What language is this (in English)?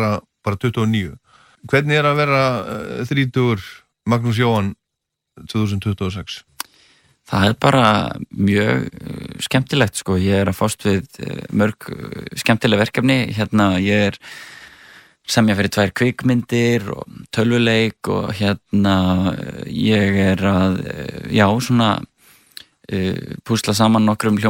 Icelandic